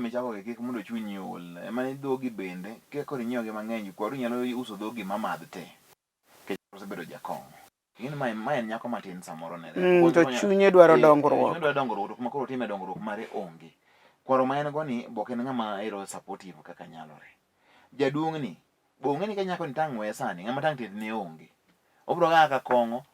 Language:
Luo (Kenya and Tanzania)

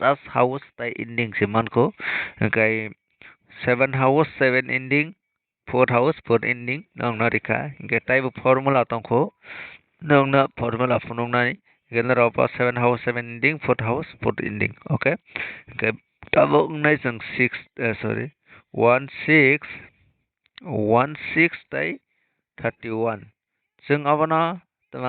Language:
Kok Borok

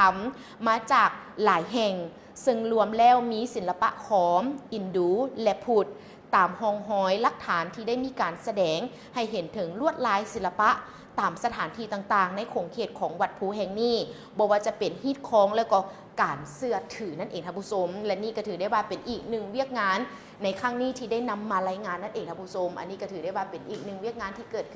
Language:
Lao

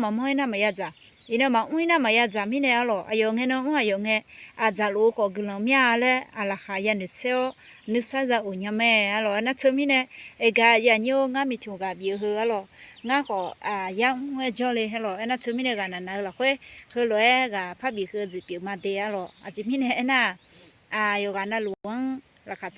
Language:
Akha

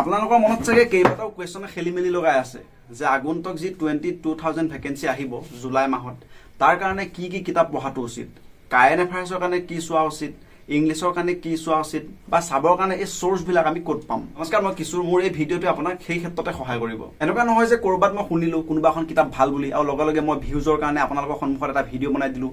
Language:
Assamese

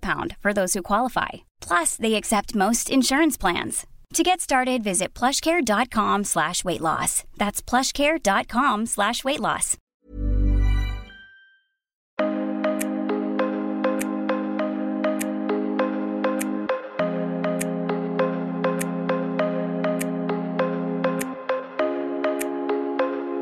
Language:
Norwegian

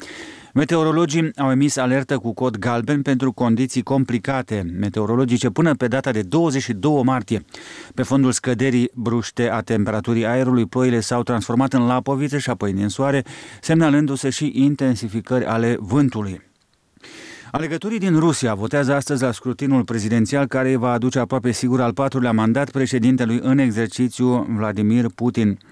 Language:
Romanian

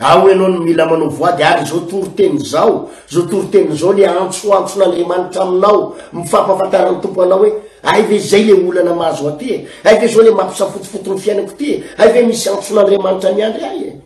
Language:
Malagasy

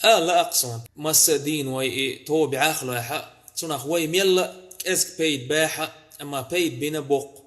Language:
Chechen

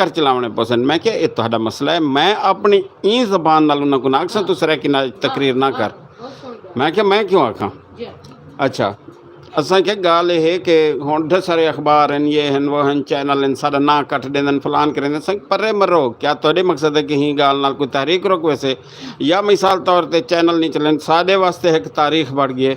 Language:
Saraiki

